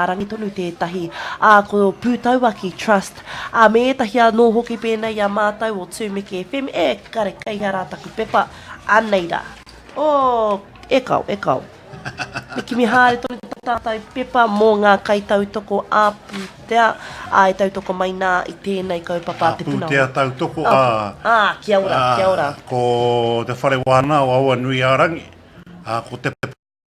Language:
Māori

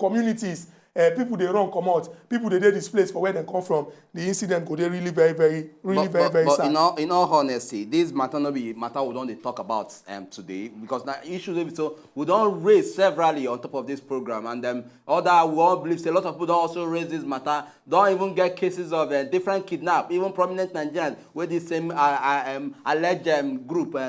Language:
Nigerian Pidgin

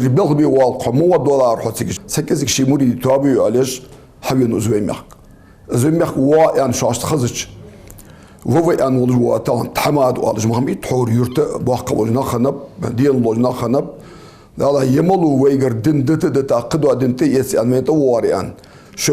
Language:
Ingush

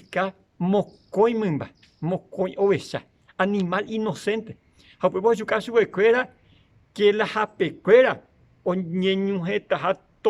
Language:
Guarani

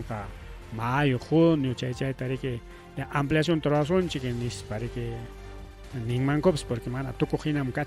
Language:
Ayacucho Quechua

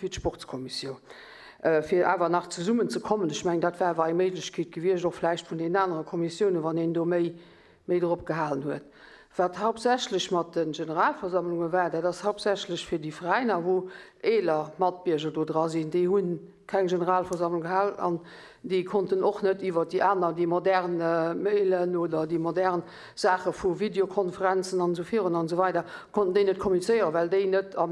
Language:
Luxembourgish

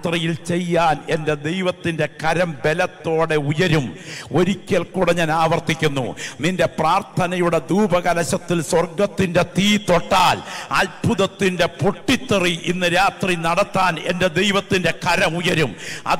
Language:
Malayalam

